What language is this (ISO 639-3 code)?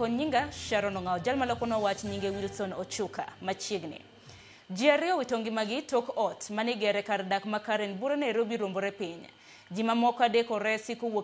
luo